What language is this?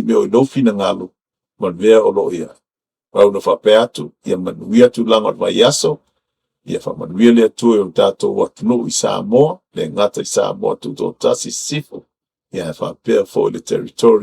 Samoan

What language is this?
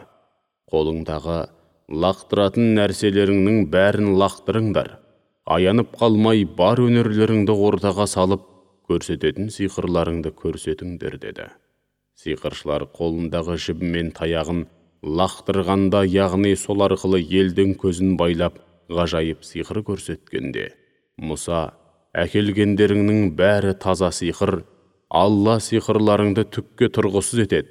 Kazakh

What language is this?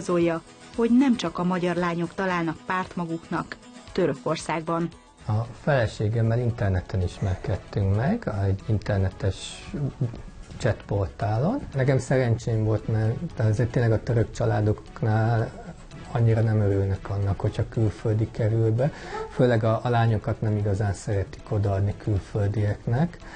Hungarian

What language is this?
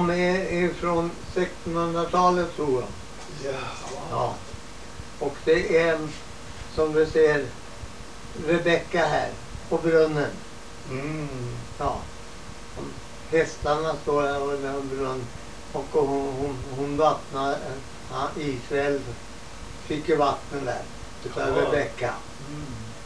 Swedish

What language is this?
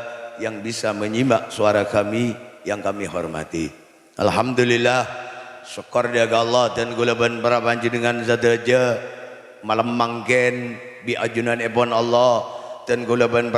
Madurese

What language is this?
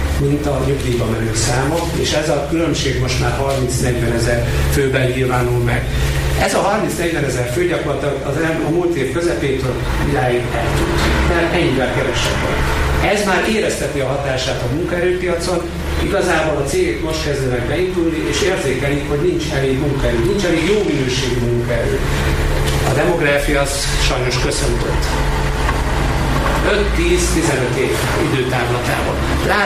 Hungarian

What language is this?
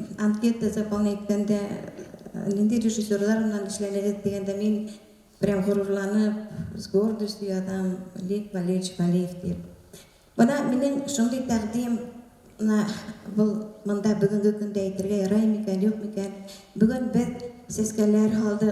Bashkir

